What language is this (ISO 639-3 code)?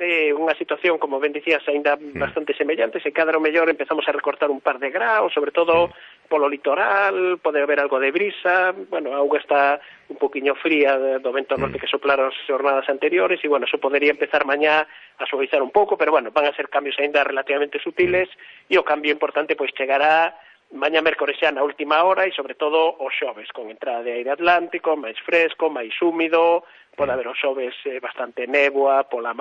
glg